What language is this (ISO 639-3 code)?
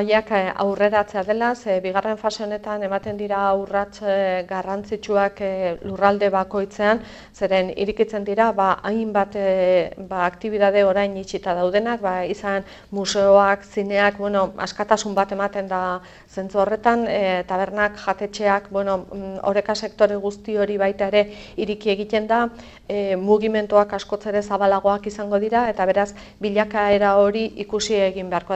eus